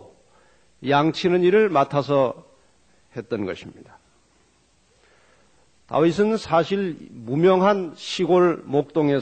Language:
Korean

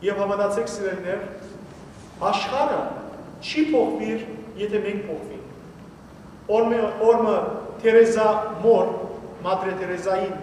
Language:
Western Armenian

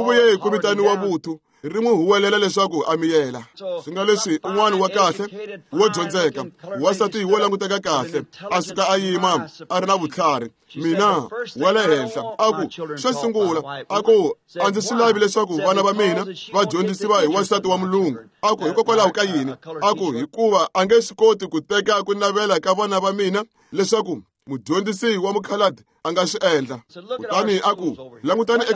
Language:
Tsonga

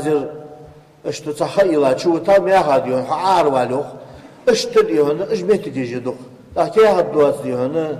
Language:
Ingush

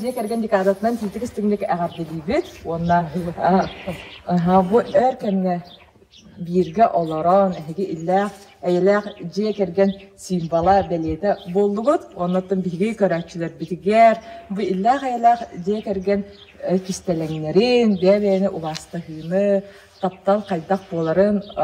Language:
Yakut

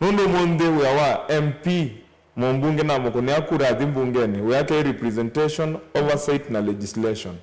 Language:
Kamba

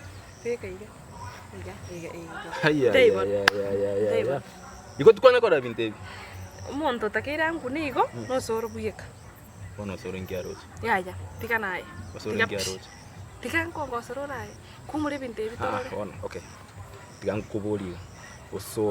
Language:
Gusii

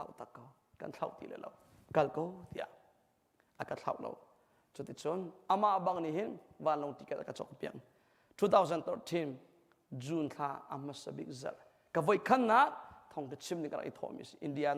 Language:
Hakha Chin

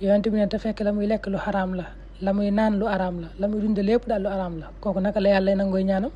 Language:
Wolof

